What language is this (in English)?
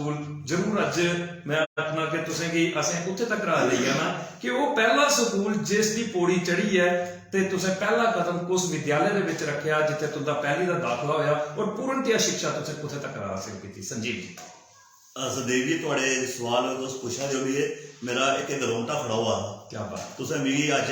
Dogri